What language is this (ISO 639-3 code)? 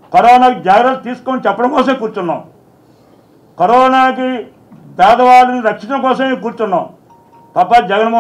tel